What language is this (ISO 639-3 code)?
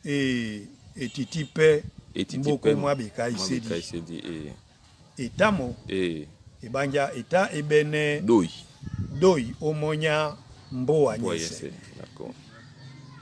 dua